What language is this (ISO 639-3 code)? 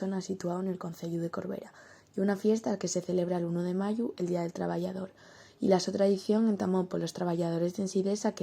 ast